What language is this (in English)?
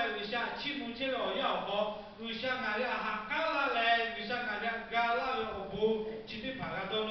Lahu